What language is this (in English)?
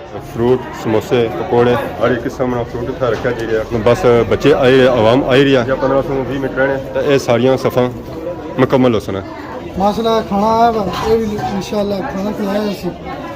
Pahari-Potwari